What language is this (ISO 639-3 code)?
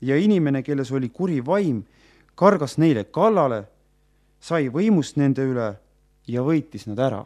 est